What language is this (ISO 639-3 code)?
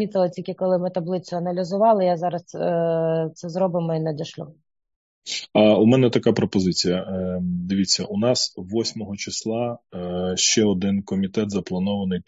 ukr